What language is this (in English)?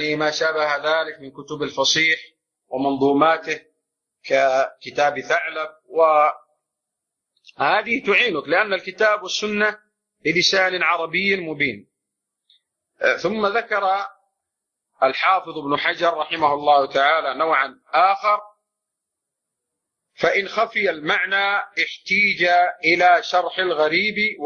Arabic